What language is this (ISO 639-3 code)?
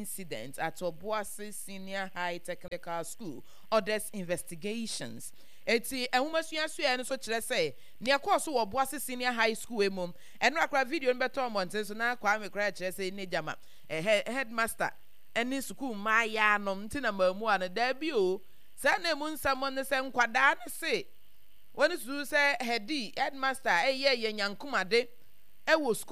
aka